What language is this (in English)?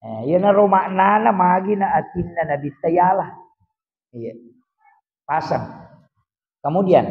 Buginese